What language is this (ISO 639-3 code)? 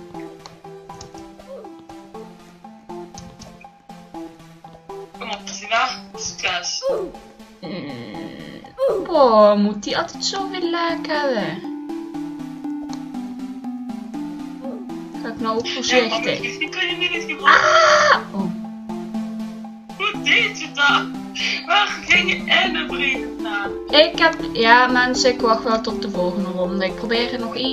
nld